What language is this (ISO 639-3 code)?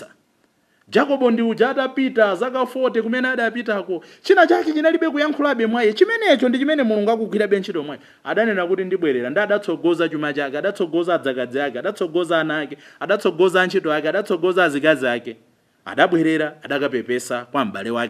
nya